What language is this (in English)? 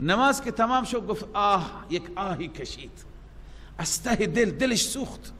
Persian